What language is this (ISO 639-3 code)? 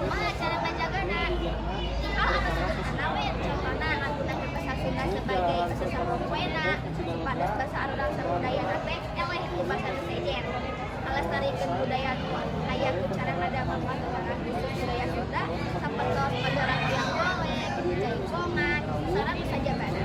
sun